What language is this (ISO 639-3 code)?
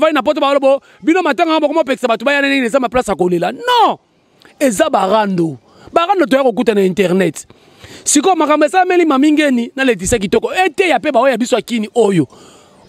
lin